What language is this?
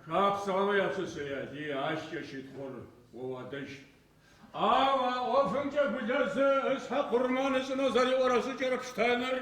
Adyghe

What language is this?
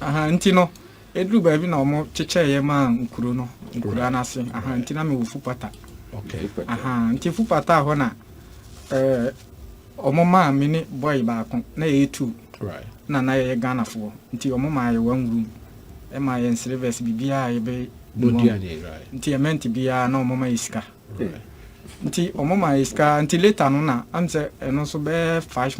Akan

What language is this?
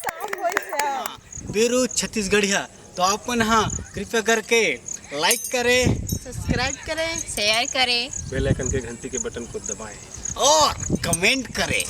Chhattisgarhi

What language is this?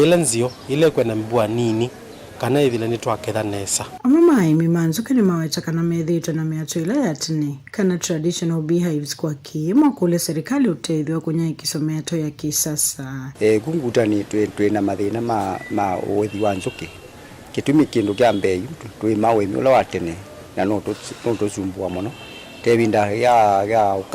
Kamba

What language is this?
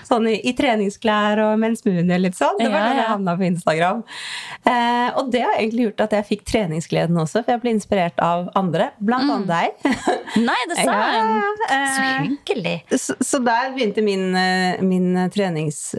Norwegian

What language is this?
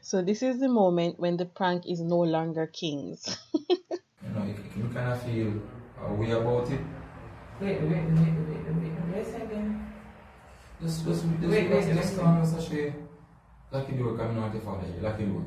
Jamaican Creole English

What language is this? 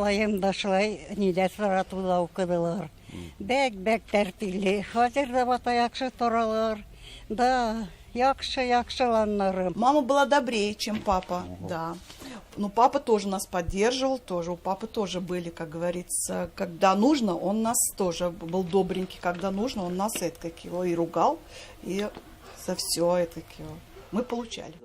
Tatar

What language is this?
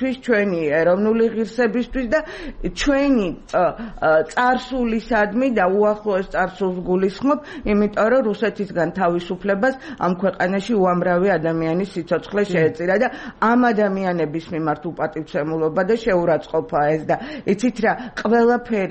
Georgian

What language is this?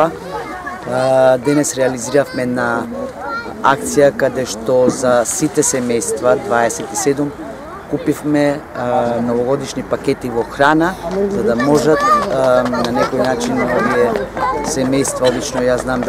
Macedonian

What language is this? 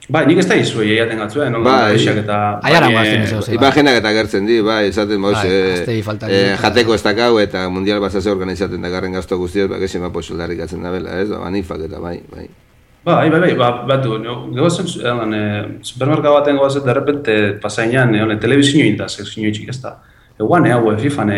Basque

